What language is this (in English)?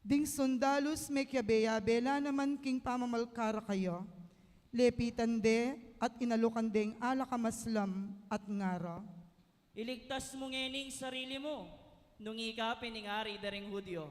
Pampanga